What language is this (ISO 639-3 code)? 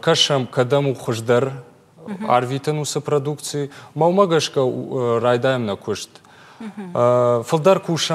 oss